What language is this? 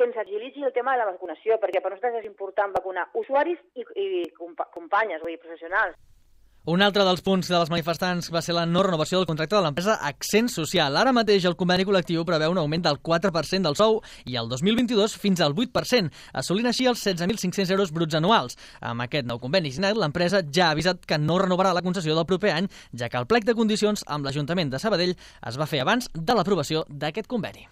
Catalan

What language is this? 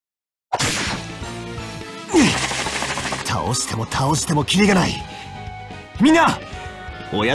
Japanese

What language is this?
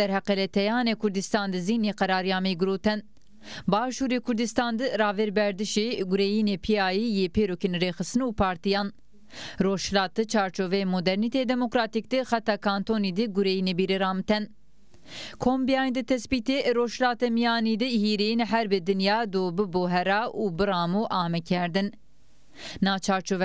Zaza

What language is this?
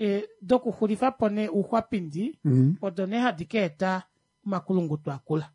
Kuanyama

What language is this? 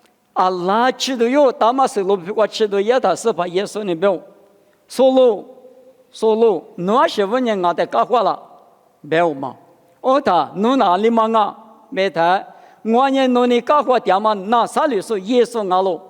Lisu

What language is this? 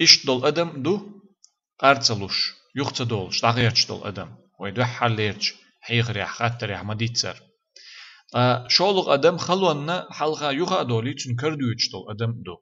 Chechen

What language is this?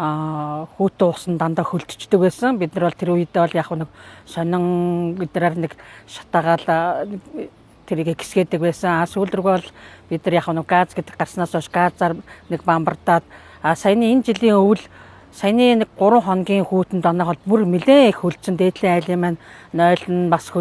Mongolian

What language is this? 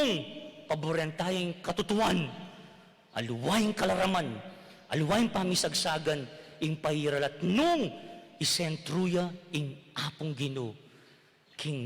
Pampanga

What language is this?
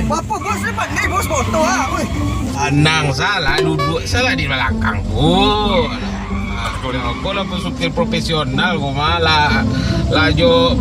Minangkabau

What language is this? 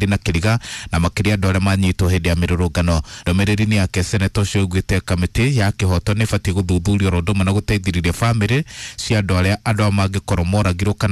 Kikuyu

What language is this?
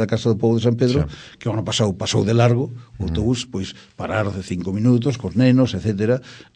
Galician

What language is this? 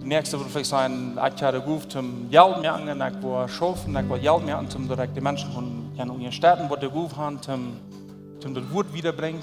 Plautdietsch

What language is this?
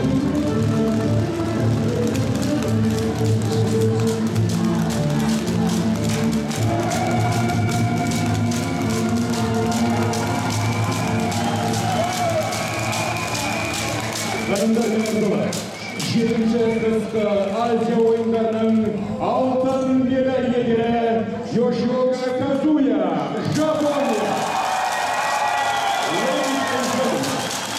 Kazakh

